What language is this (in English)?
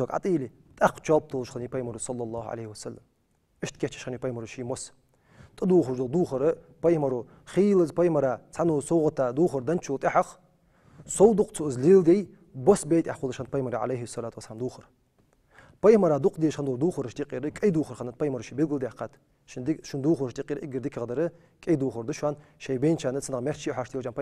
Ingush